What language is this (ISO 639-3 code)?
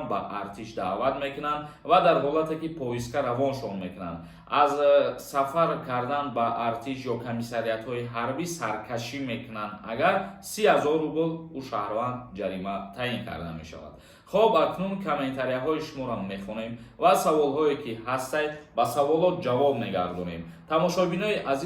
tgk